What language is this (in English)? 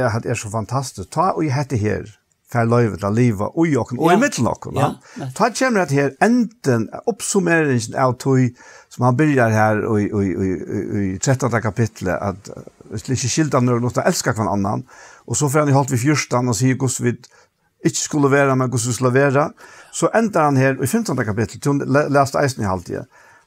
Faroese